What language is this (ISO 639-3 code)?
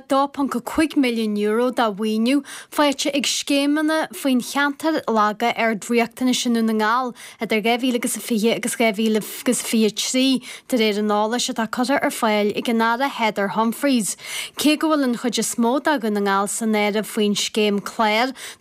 gle